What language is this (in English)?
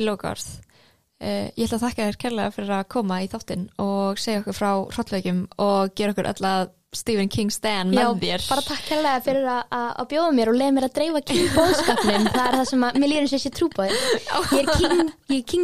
Icelandic